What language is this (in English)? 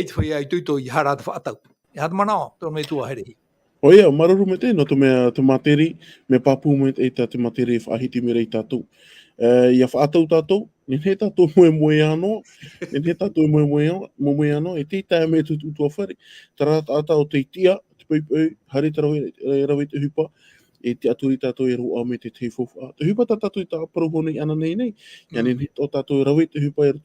Tahitian